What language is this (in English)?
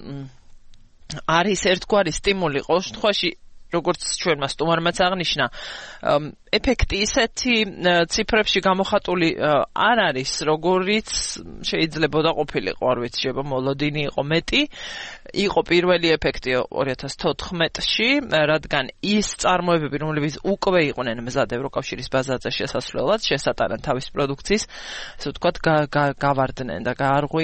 Georgian